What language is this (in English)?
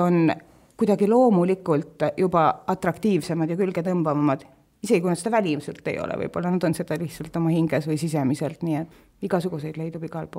Estonian